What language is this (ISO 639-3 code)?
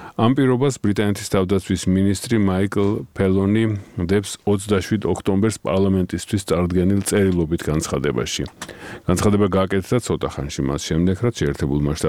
kat